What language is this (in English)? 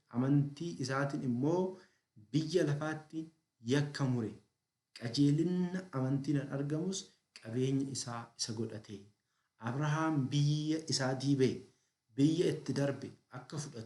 Oromo